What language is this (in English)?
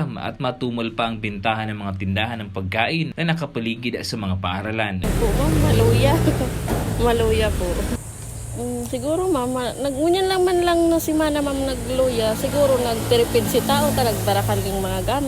Bikol